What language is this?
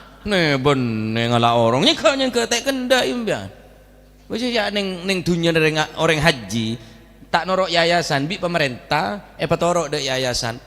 Madurese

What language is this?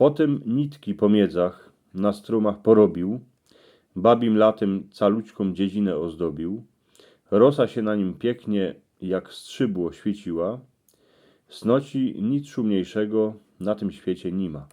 Silesian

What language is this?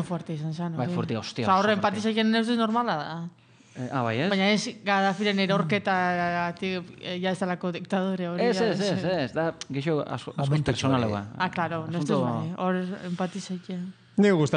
Basque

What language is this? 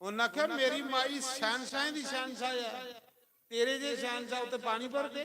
Dogri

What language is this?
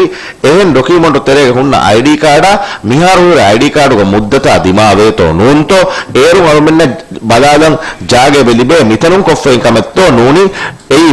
Divehi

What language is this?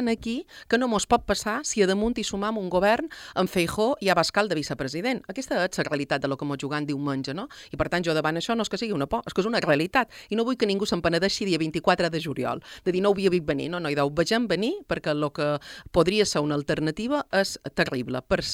Catalan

